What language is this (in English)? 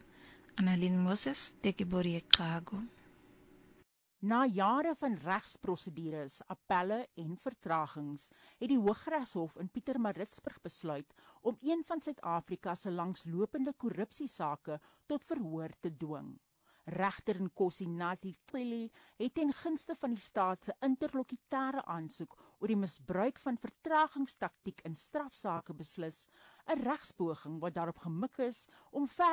Afrikaans